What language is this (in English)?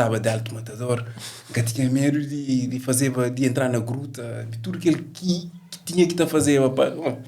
Kabuverdianu